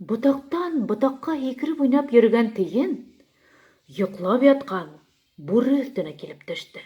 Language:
Bashkir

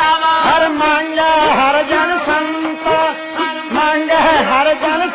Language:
Punjabi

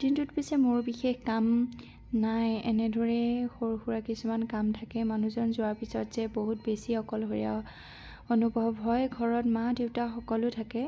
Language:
Assamese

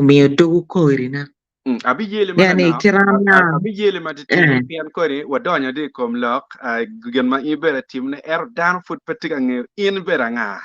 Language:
Acoli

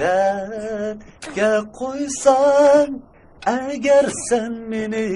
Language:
Uyghur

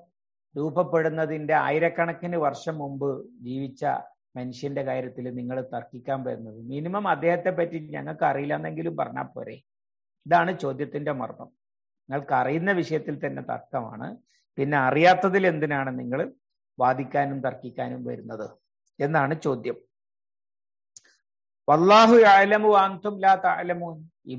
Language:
Malayalam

